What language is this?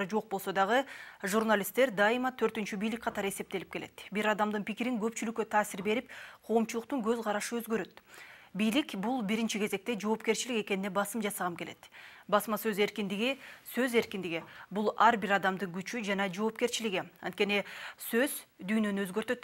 Kyrgyz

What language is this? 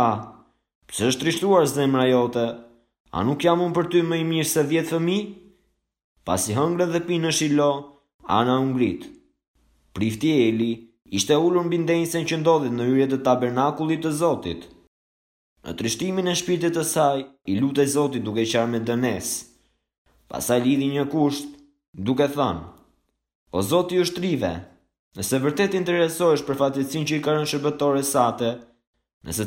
Albanian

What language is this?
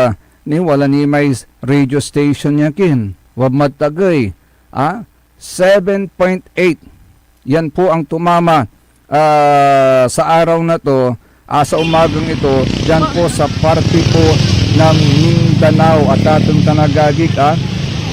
Pangasinan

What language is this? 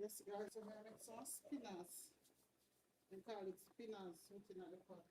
Jamaican Creole English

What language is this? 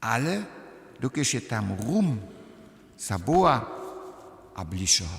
Upper Sorbian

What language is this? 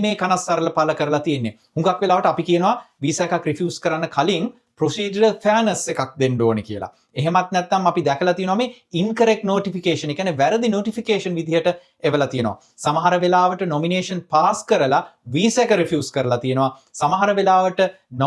Sinhala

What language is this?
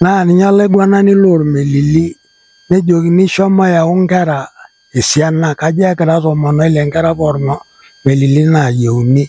Masai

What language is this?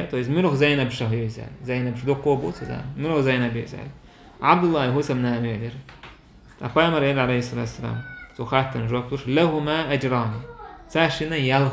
Chechen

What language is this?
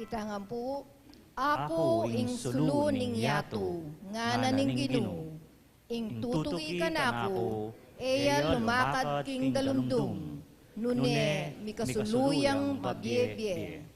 Pampanga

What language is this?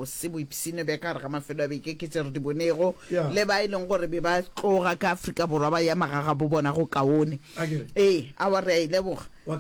Northern Sotho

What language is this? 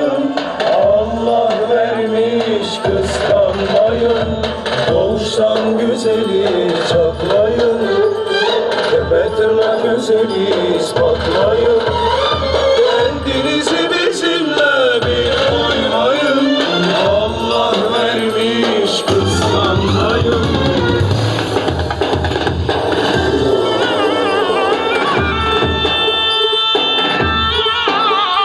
Turkish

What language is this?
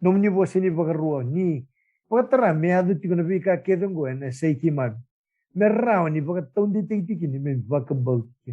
Fijian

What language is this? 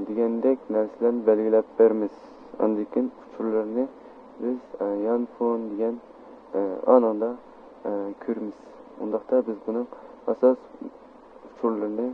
Uyghur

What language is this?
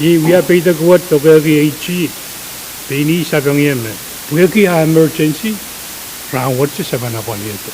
Pohnpeian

